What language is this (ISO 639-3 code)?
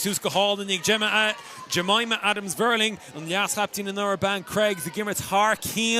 gle